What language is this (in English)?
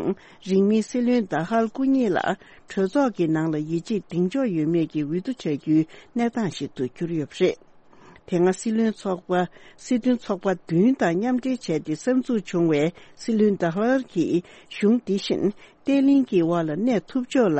Tibetan